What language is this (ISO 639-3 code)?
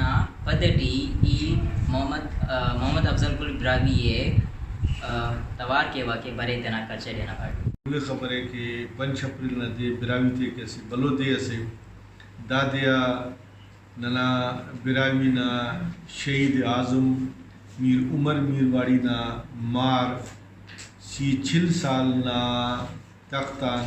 brh